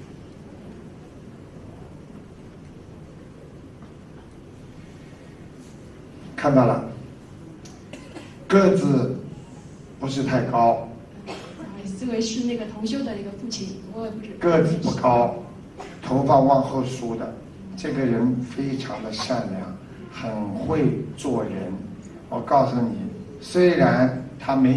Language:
Chinese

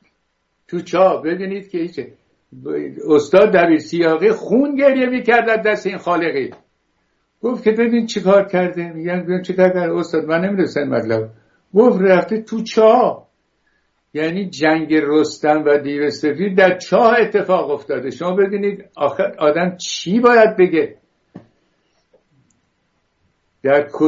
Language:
Persian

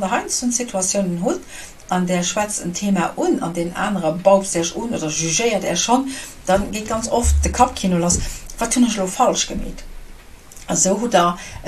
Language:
Luxembourgish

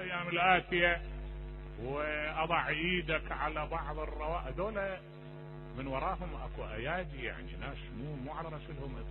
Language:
Mesopotamian Arabic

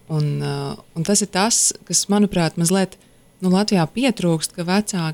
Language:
Latvian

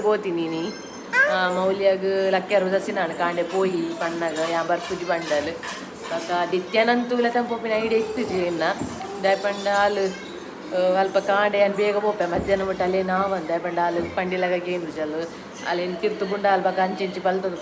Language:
Tulu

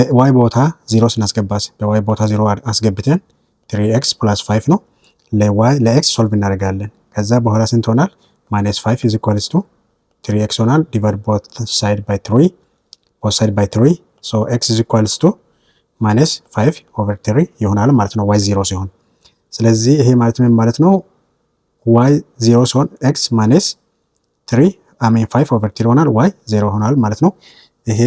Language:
Amharic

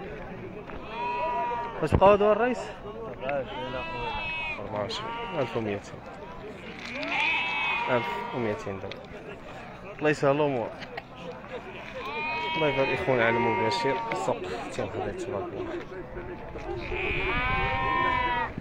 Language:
Moroccan Arabic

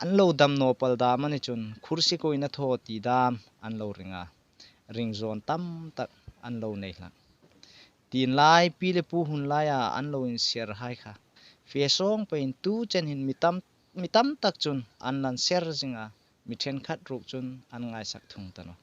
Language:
Hmar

